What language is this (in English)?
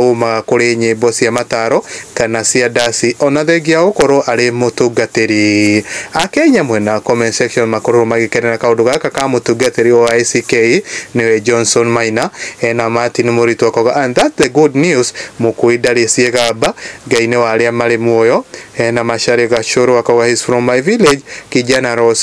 Kikuyu